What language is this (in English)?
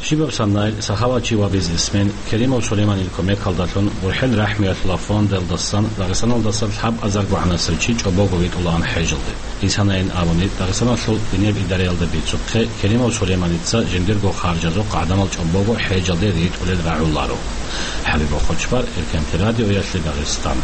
Avaric